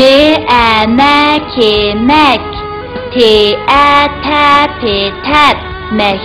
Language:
Uyghur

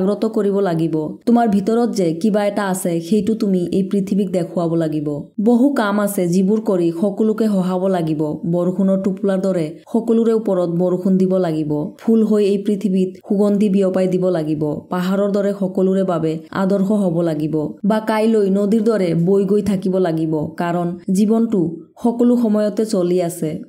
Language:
Assamese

